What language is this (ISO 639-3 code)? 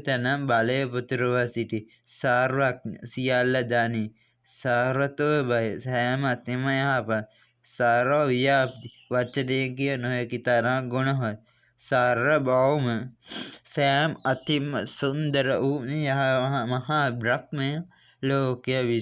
sin